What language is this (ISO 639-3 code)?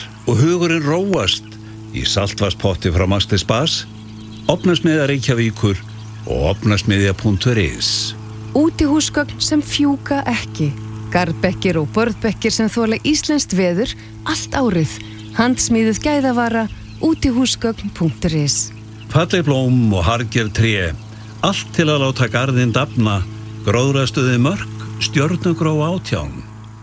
isl